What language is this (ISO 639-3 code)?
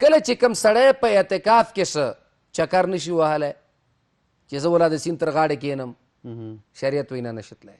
pus